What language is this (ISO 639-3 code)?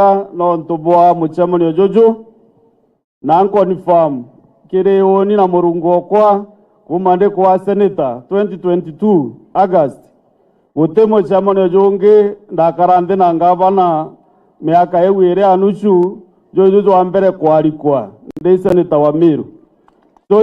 mer